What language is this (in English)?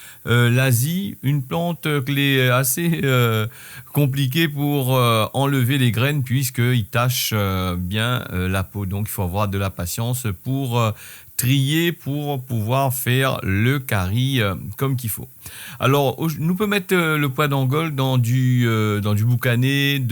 Réunion Creole French